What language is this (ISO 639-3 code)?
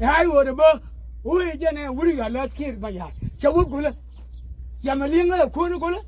nus